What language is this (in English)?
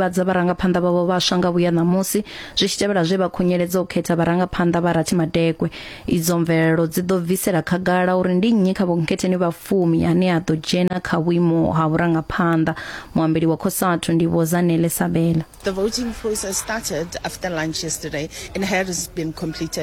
Venda